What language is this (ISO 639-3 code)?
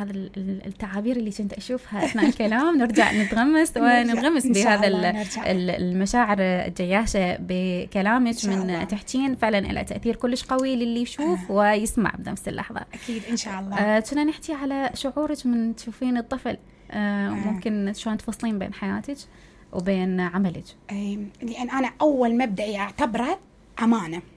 acm